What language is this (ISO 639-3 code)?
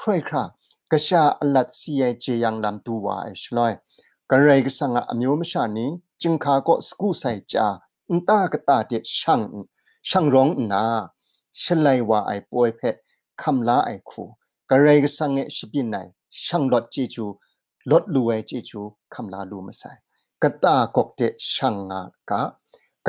kac